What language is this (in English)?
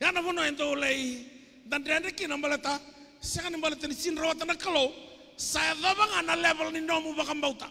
Fijian